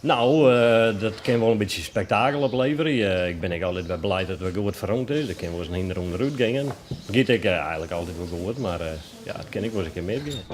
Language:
Western Frisian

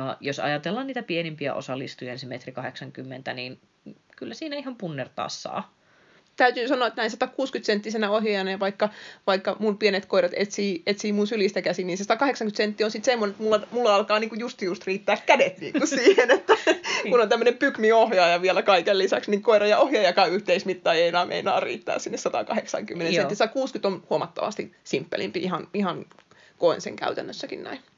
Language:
Finnish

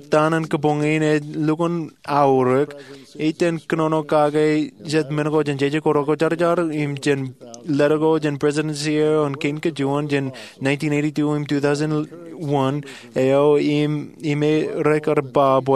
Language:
Marshallese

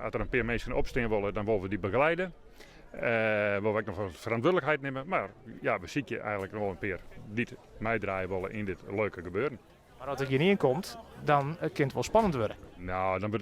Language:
Western Frisian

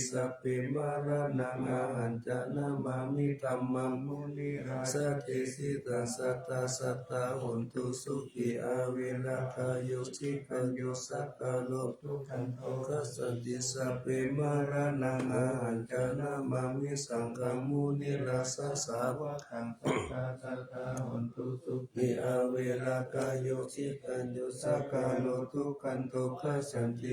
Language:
Pali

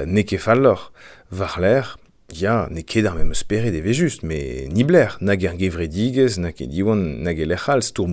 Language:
Breton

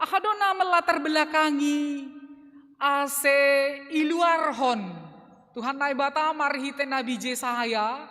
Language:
Batak Simalungun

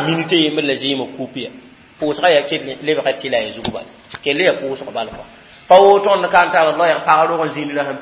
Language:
Mossi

